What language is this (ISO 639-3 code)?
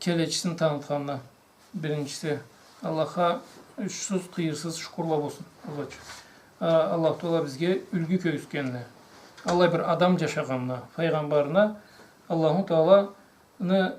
krc